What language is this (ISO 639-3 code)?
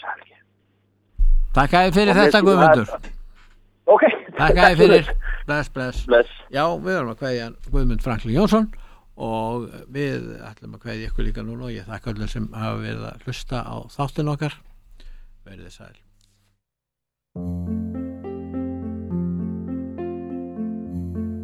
isl